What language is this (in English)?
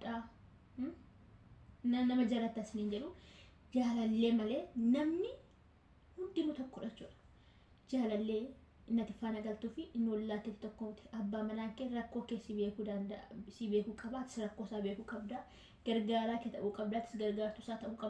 Oromo